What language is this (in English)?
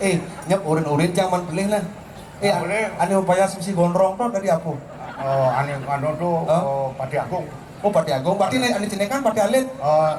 Balinese